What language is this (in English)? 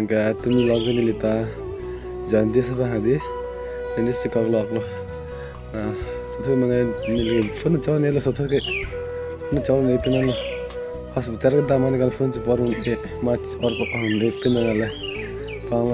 Karbi